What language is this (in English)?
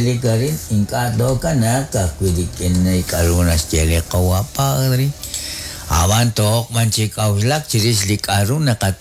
Kekchí